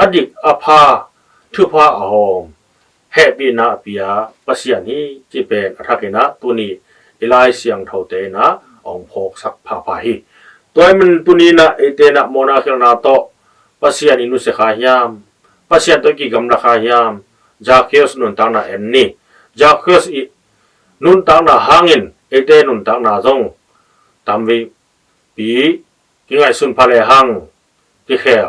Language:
Tedim Chin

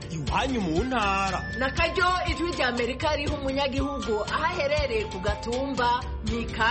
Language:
Kinyarwanda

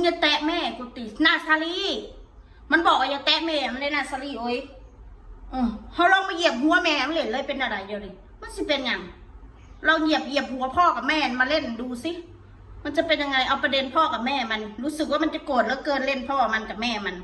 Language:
Northeastern Thai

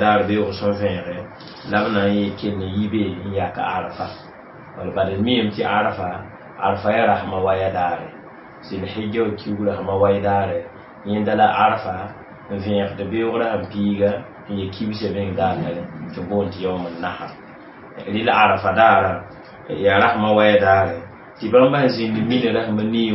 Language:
Mossi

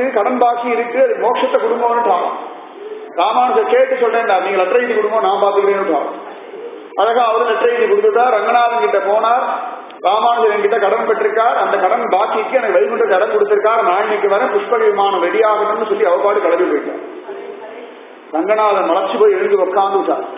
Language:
Tamil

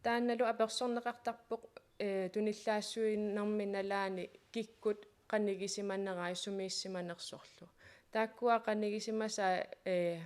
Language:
Kalaallisut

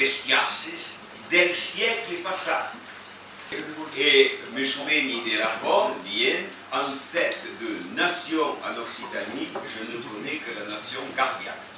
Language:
Occitan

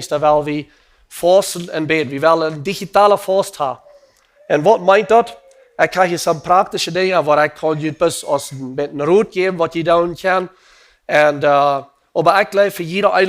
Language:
Plautdietsch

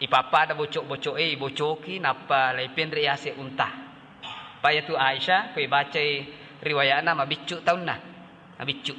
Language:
Buginese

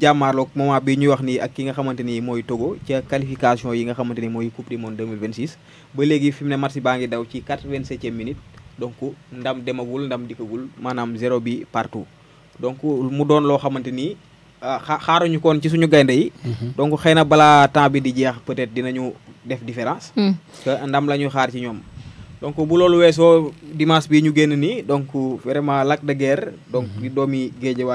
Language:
Wolof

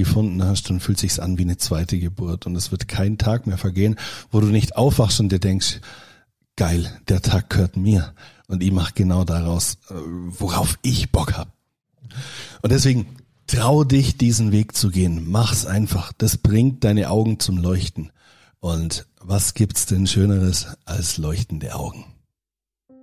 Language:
German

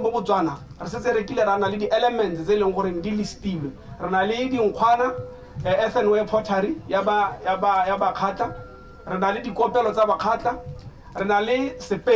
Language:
Tswana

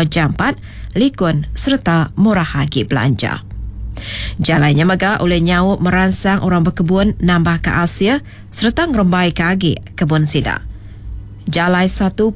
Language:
Iban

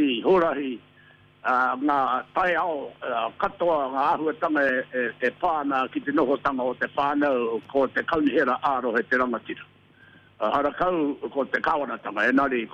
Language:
Māori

